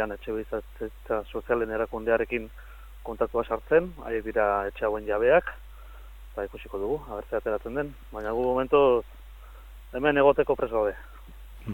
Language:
Basque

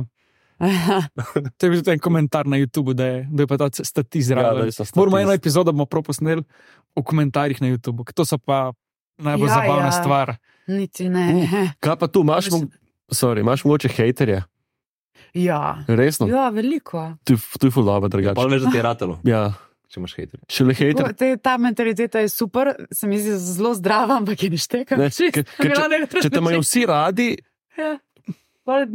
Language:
Slovenian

